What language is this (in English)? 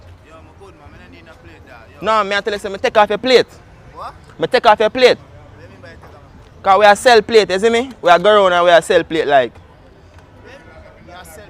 Jamaican Creole English